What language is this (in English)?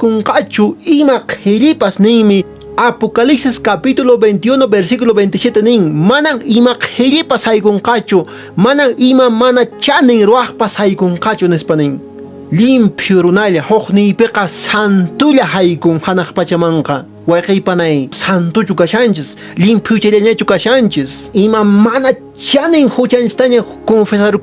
Quechua